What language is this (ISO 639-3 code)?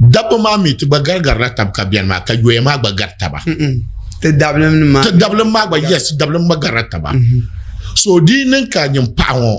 dag